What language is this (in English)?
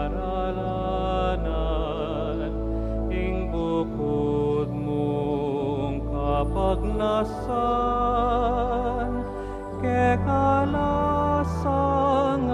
Pampanga